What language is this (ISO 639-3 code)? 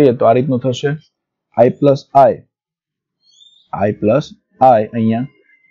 guj